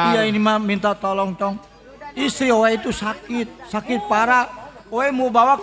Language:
Betawi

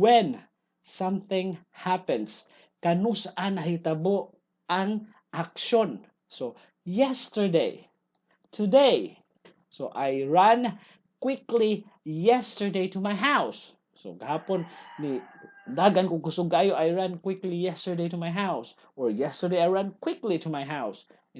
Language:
Cebuano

